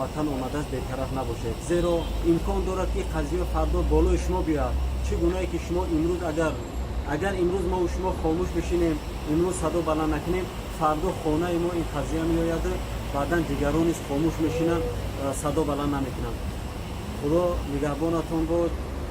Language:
Tajik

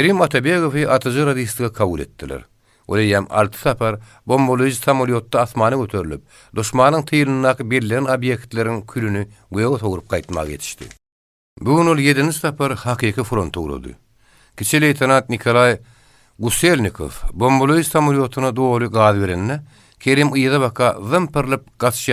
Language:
Turkmen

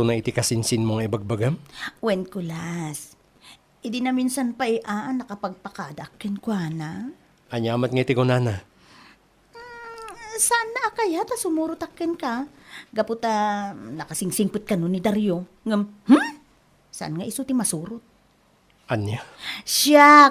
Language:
Iloko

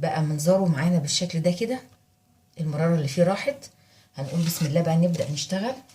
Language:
Egyptian Arabic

